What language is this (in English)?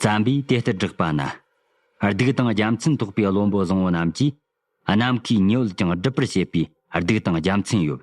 Tibetan